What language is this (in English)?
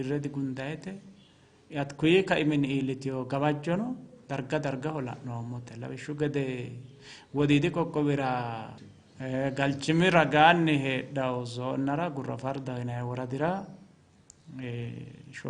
Sidamo